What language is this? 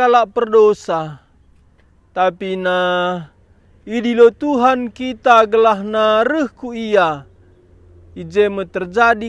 Batak Karo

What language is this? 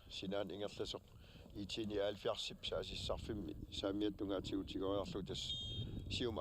Kalaallisut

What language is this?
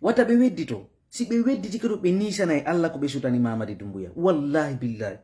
Fula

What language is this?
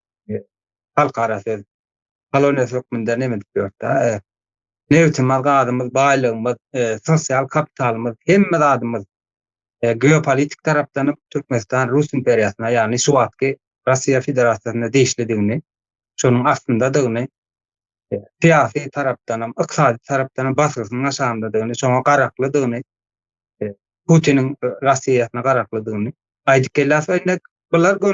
Turkmen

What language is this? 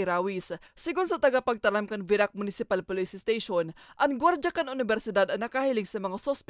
Bikol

